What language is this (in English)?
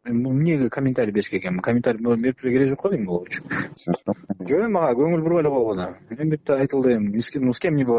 Kyrgyz